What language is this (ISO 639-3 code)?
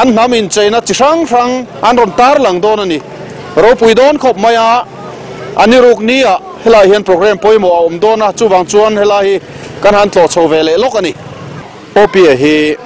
lus